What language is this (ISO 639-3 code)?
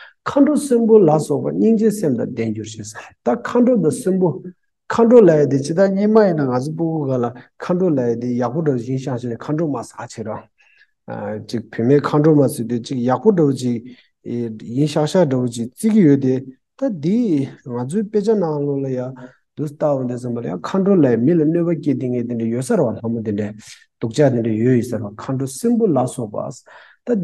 bod